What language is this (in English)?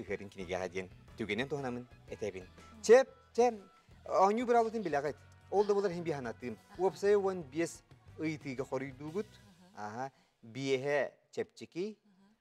Yakut